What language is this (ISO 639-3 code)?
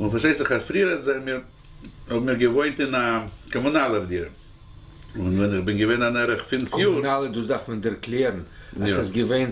yid